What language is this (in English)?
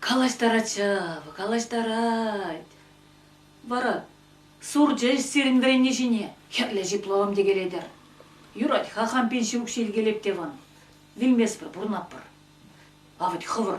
Chuvash